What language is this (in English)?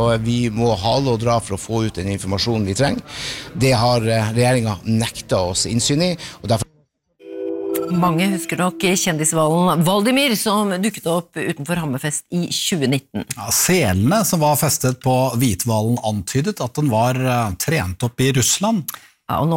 Norwegian